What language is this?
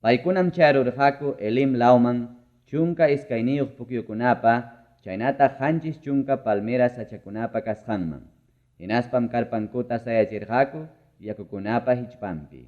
Ayacucho Quechua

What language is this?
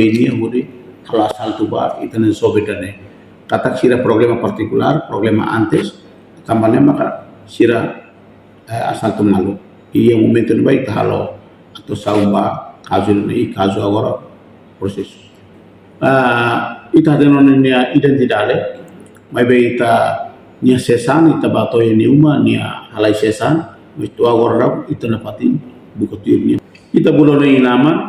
Tetum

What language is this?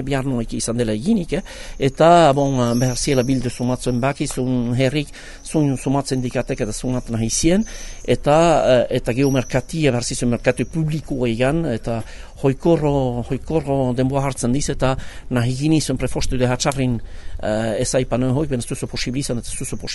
Basque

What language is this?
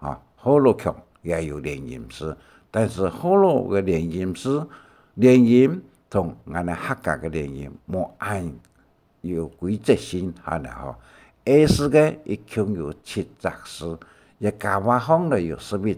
Hakka Chinese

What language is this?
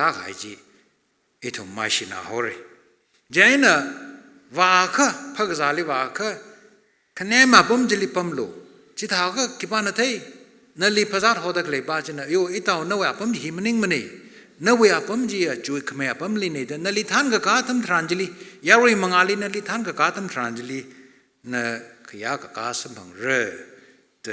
Tangkhul Naga (India)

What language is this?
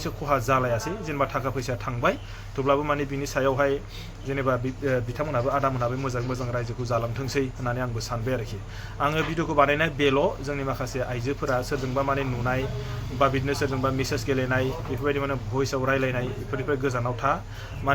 Bodo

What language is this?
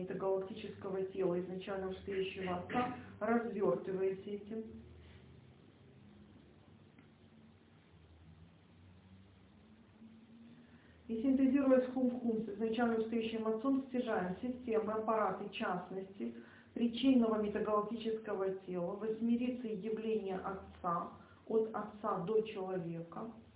Russian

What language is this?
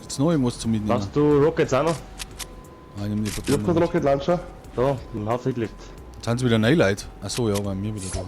Bavarian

